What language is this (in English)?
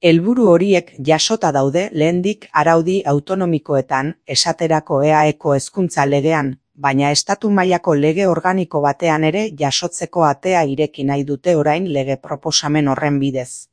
Basque